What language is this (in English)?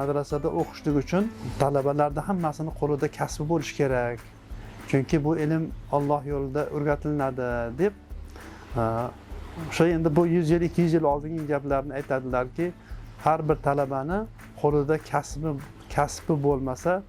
Uzbek